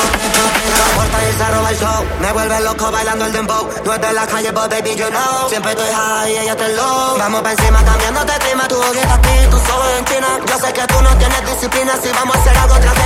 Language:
Spanish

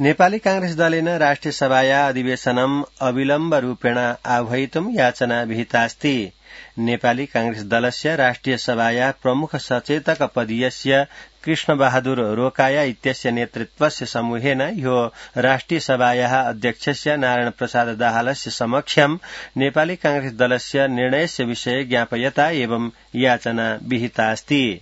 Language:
Sanskrit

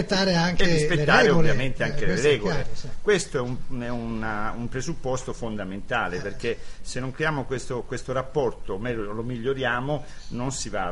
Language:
Italian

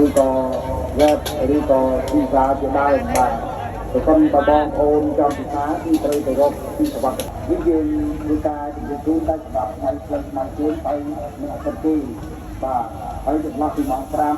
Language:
Khmer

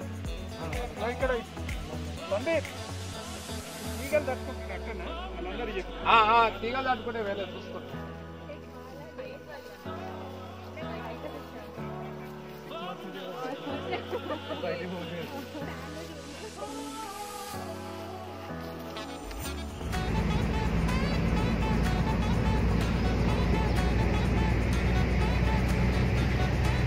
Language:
Telugu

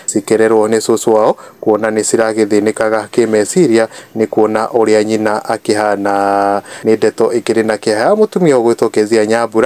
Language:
Kikuyu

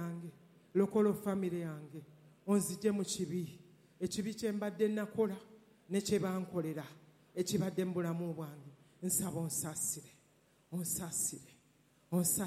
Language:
Ganda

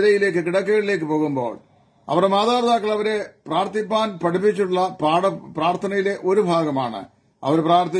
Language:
Malayalam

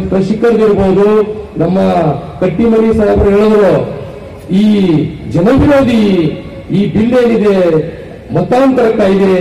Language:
Kannada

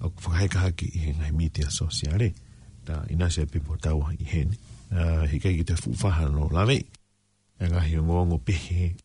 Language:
Tongan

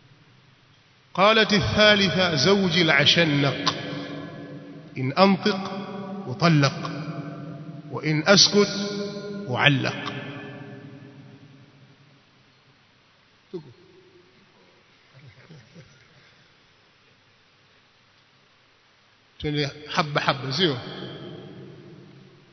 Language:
Swahili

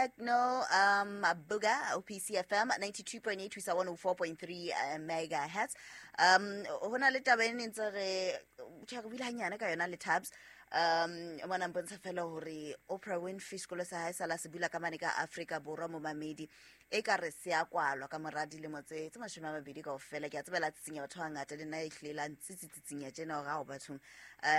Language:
Southern Sotho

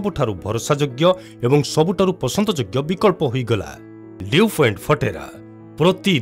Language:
Odia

